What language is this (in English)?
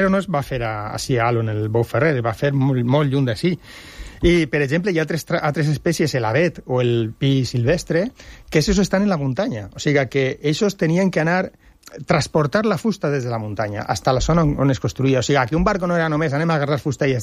Catalan